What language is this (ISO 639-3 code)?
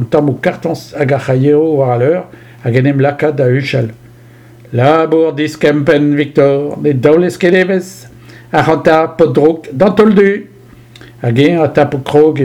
bre